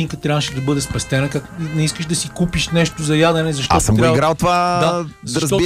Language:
Bulgarian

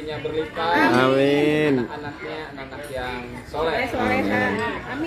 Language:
Indonesian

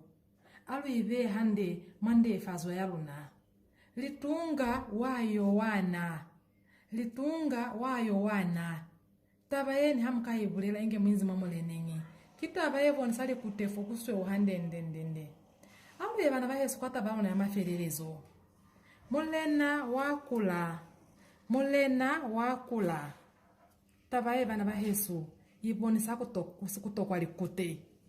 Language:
Lozi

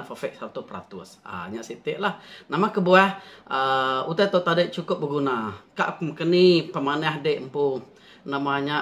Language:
Iban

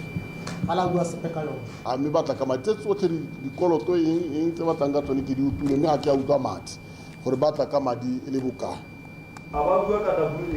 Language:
Tswana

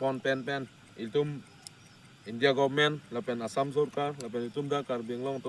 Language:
Karbi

